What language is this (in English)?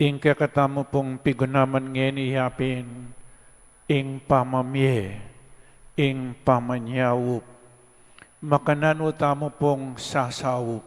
Pampanga